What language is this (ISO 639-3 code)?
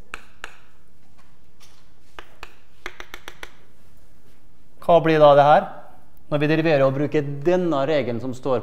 nor